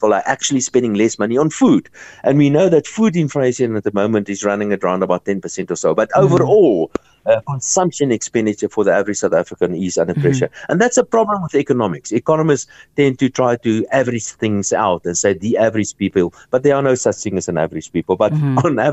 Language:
English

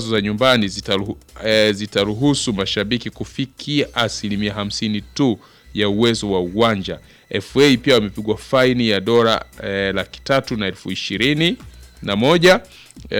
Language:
Swahili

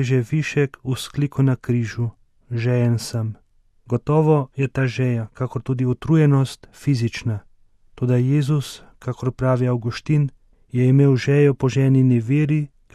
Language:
Slovenian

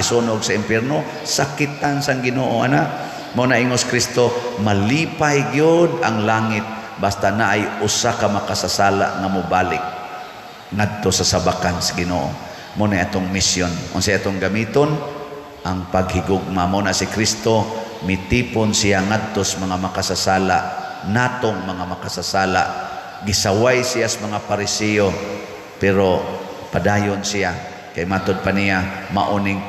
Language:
Cebuano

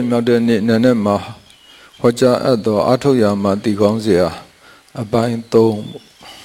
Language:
Burmese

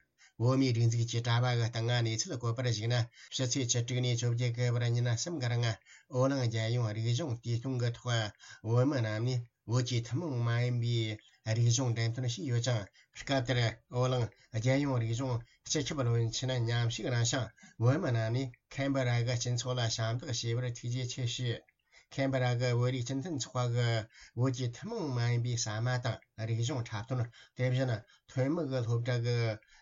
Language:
Tibetan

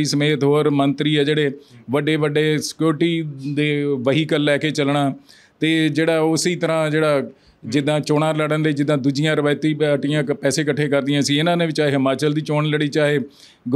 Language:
Punjabi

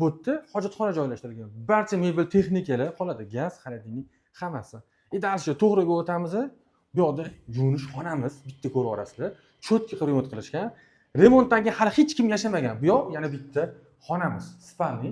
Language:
Uzbek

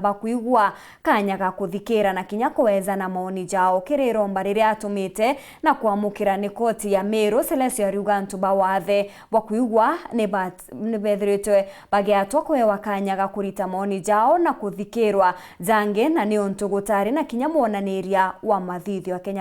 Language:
Meru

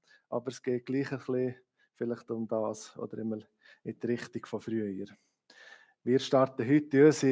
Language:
Swiss German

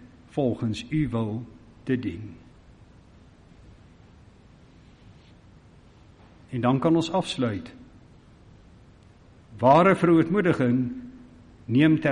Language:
Afrikaans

